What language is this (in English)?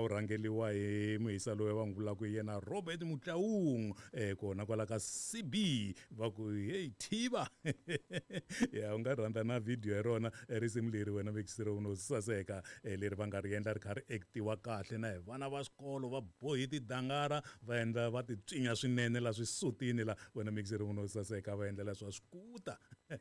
Tsonga